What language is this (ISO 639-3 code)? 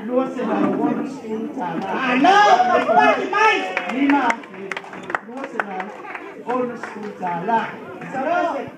smo